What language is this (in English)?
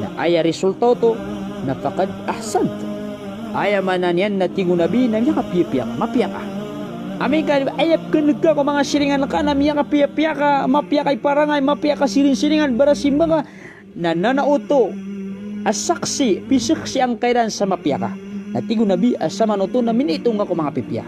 Maranao